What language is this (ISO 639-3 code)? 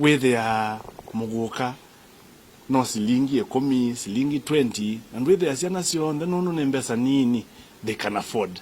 kam